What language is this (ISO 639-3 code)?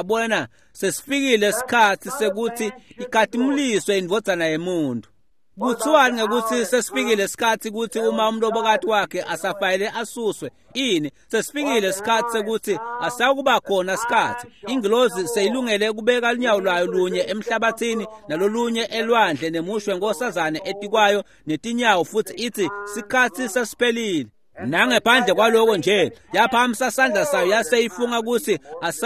ssw